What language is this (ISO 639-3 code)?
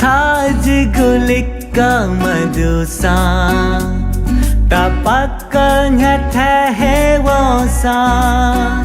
new